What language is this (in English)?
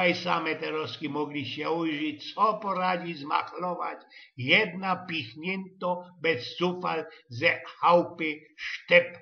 Silesian